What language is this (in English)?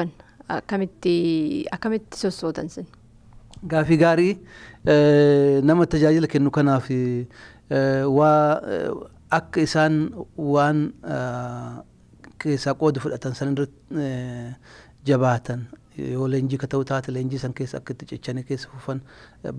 Oromo